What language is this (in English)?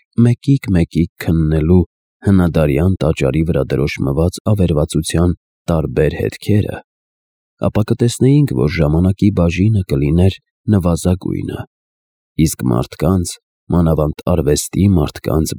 Armenian